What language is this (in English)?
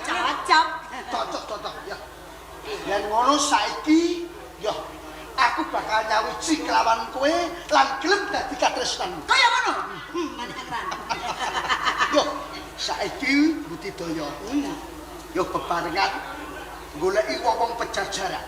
Javanese